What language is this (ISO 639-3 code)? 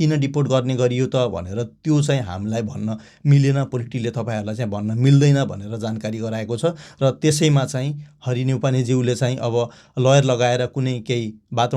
nep